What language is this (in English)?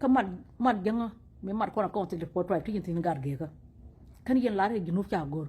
Nuer